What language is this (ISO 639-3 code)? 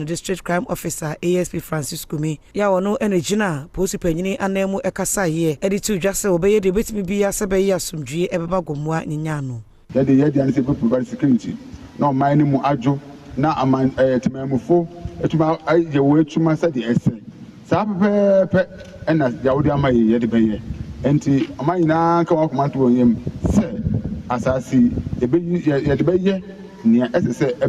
aka